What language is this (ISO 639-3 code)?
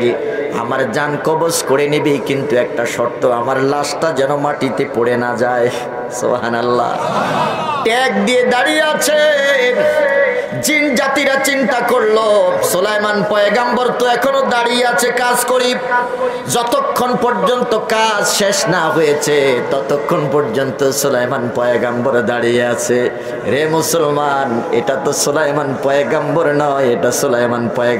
ben